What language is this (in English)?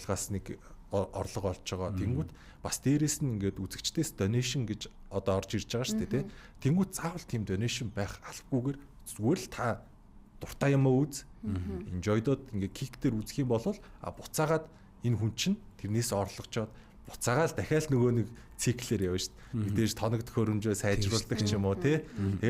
Mongolian